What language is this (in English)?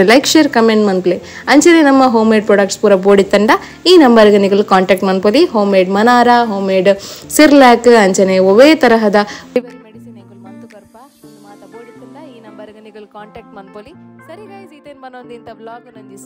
Tulu